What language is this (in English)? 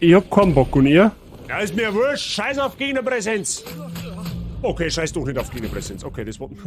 Bavarian